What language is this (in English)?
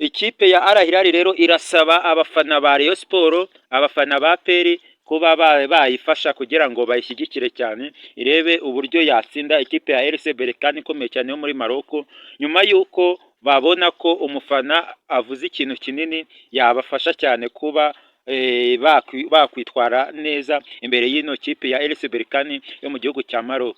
Kinyarwanda